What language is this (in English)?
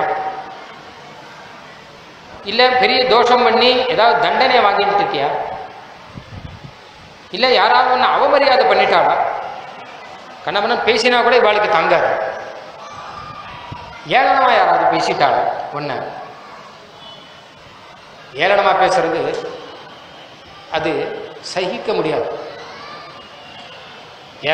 Tamil